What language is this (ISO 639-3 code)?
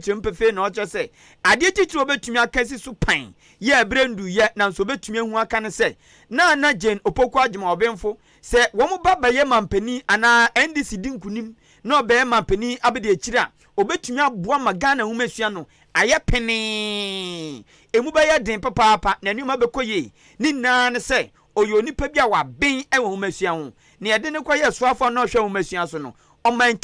aka